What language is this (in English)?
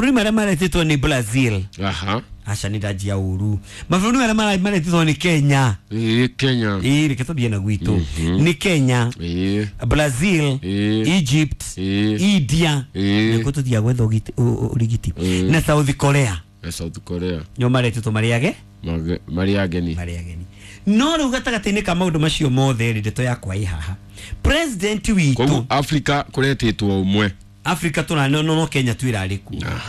Kikuyu